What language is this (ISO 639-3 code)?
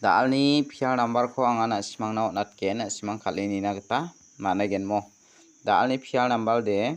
grt